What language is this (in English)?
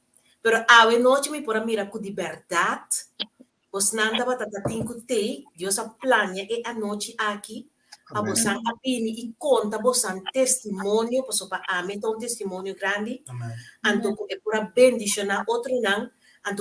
Papiamento